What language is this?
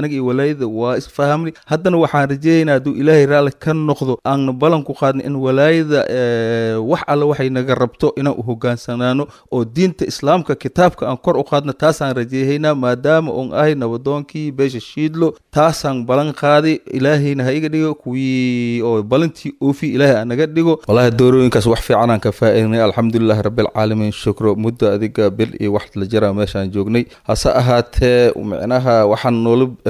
Somali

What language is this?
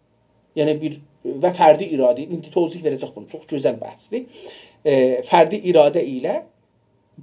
South Azerbaijani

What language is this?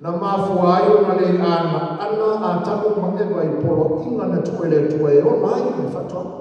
Samoan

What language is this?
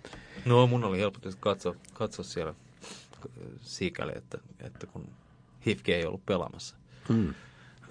Finnish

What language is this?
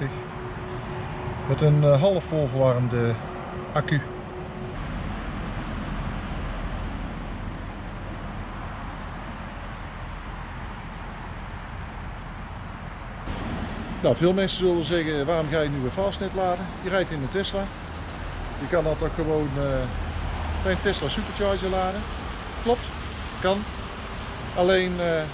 Dutch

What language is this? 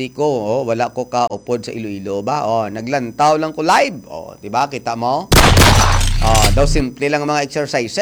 Hiligaynon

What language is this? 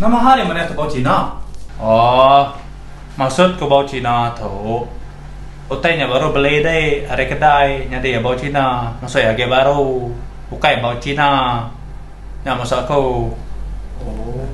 Iban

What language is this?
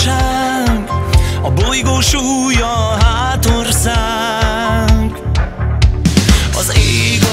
Hungarian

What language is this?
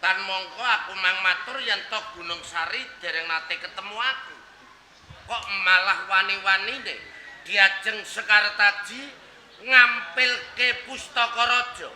Javanese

